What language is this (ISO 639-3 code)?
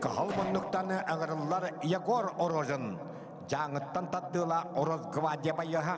sah